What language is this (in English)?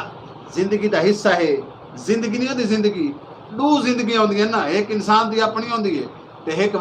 Saraiki